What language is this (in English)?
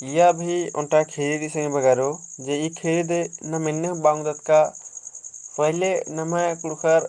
Kurukh